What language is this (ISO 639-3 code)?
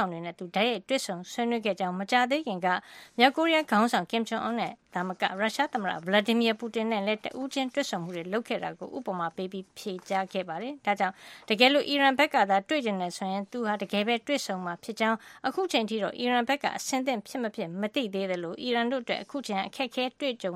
mya